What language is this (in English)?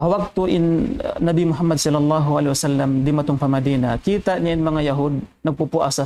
Tausug